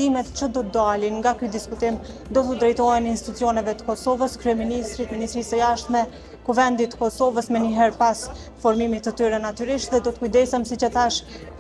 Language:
Albanian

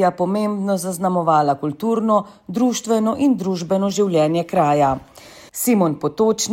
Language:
Slovenian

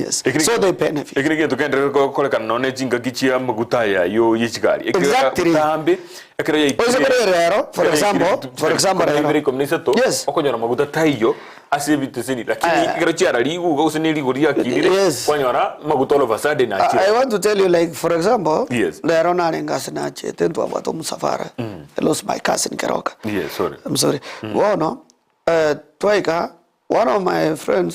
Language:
Gusii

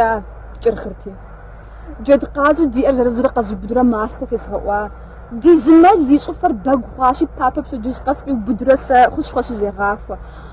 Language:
Kabardian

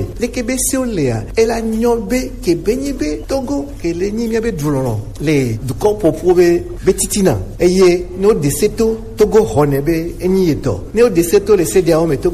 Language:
Gen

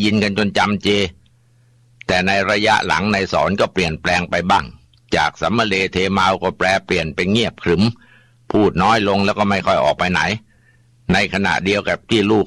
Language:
Thai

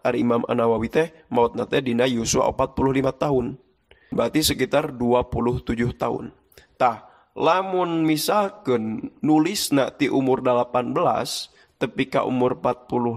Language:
Sundanese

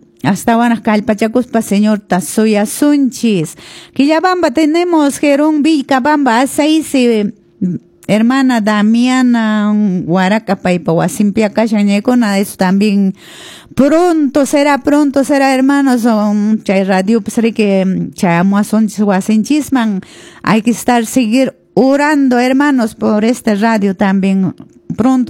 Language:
Quechua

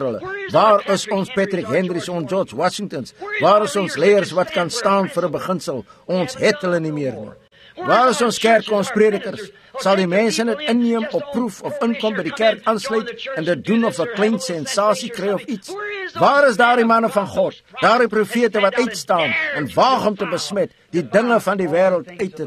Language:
Afrikaans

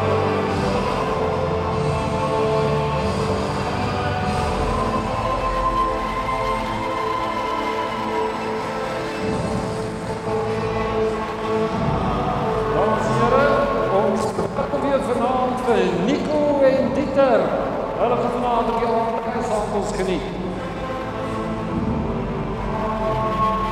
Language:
Afrikaans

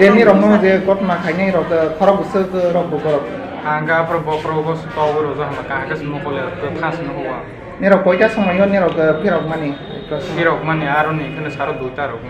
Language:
Riang (India)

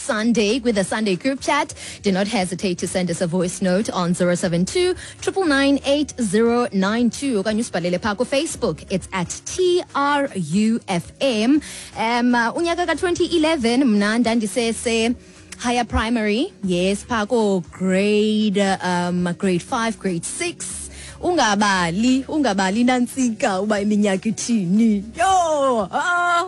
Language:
Xhosa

